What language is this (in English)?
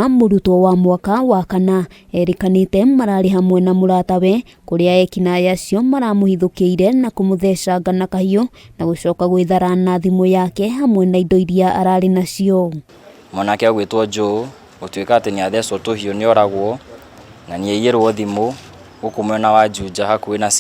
Kikuyu